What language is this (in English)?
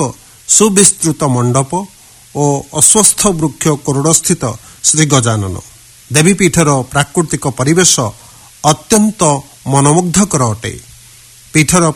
Odia